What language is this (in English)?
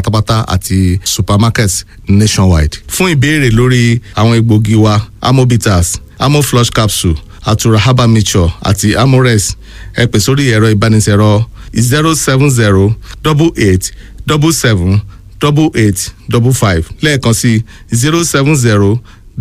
Yoruba